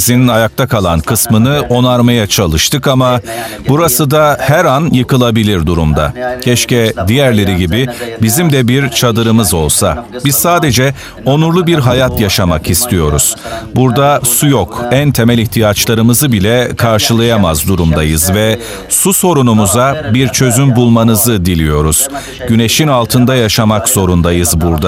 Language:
Turkish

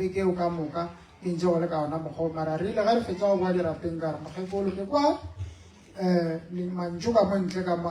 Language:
Northern Sotho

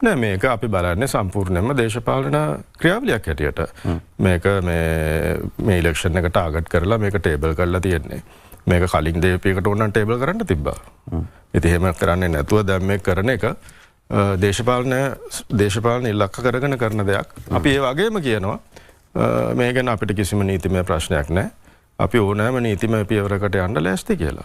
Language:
Sinhala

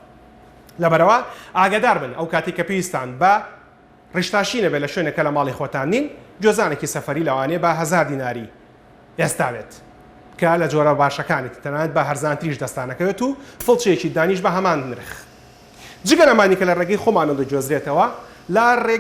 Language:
Central Kurdish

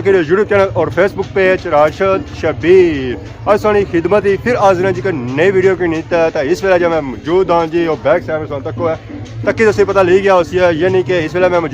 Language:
Pahari-Potwari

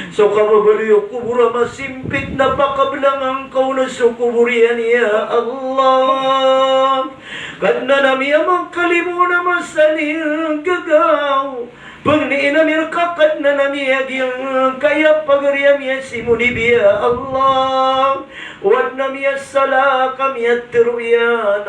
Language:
Maranao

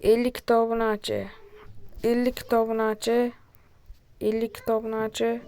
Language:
Uzbek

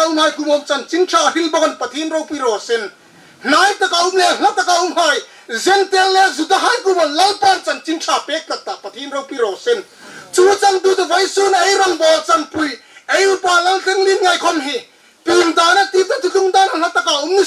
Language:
Hmar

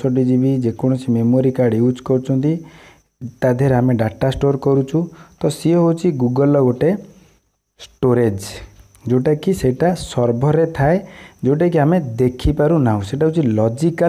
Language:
Odia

